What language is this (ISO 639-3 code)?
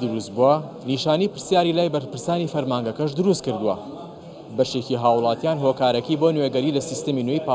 ckb